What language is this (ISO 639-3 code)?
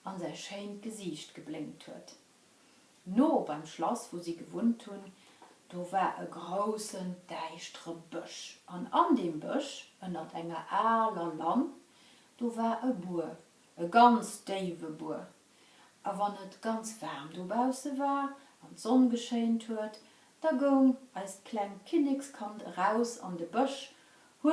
ltz